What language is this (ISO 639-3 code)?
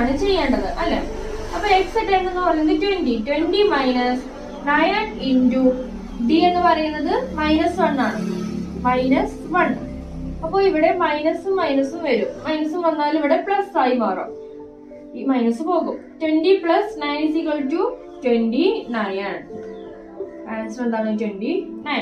mal